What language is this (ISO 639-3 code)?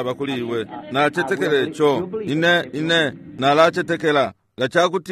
bem